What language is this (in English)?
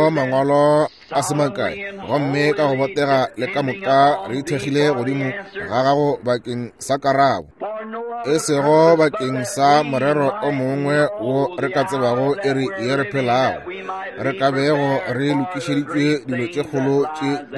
Northern Sotho